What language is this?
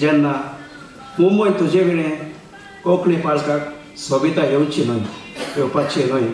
Konkani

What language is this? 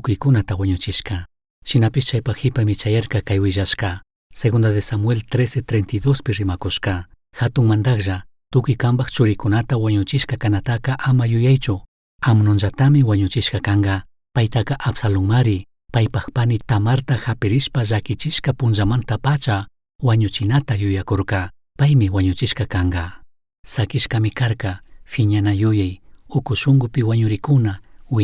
Chimborazo Highland Quichua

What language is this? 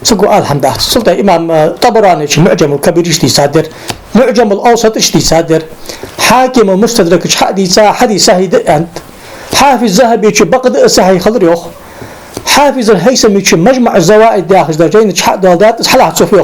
Ingush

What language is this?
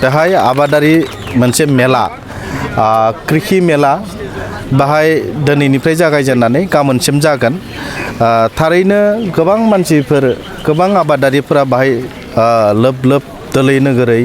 Bodo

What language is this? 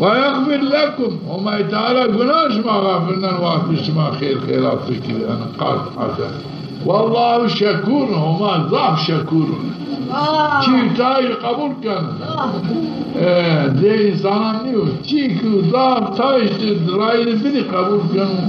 Zaza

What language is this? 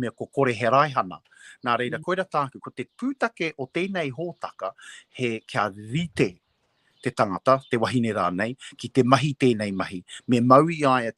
Māori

